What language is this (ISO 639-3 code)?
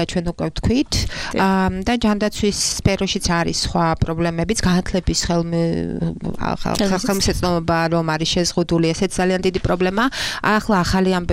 kat